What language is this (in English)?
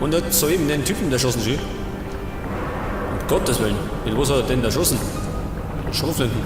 Bavarian